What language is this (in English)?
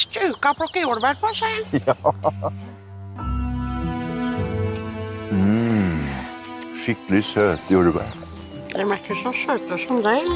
Norwegian